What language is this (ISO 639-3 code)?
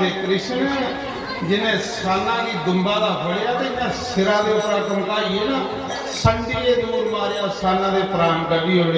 doi